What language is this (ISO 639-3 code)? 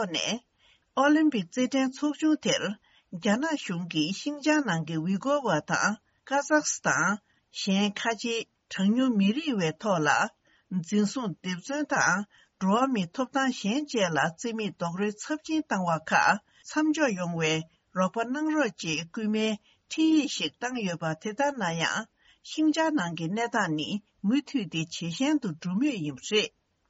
bod